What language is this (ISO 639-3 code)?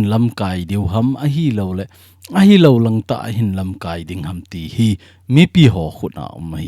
tcz